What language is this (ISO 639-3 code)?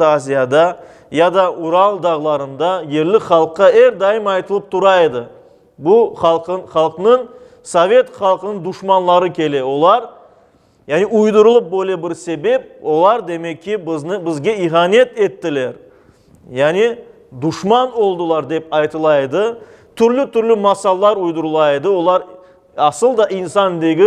crh